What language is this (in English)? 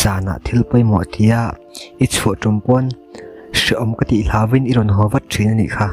Mizo